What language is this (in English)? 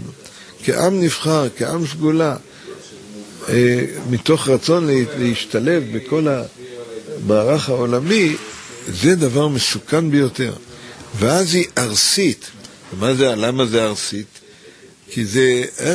Hebrew